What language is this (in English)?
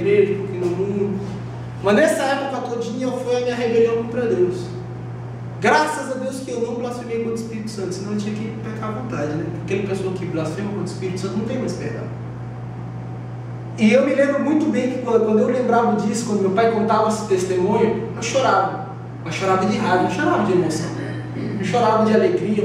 Portuguese